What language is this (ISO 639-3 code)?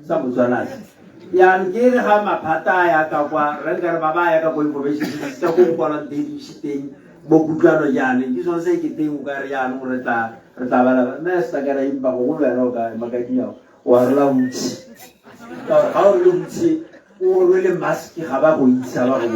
tsn